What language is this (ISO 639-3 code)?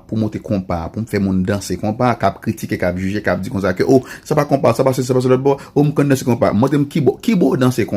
hat